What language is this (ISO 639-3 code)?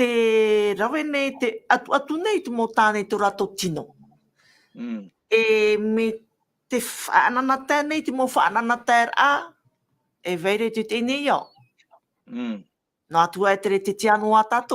tah